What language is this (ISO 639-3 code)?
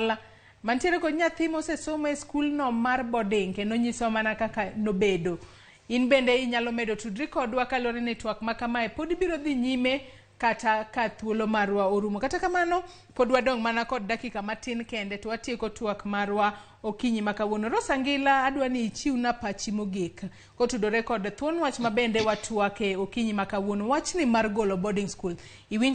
luo